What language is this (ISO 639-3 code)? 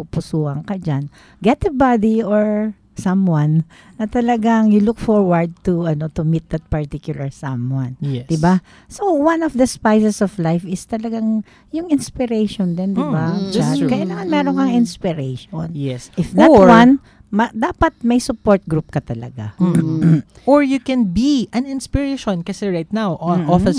fil